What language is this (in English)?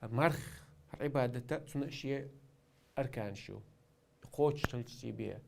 Chechen